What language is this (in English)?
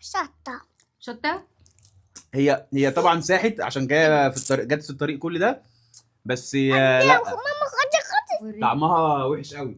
Egyptian Arabic